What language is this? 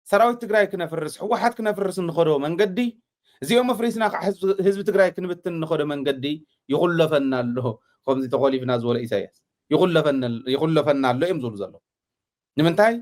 Tigrinya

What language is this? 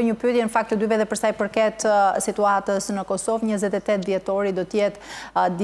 Albanian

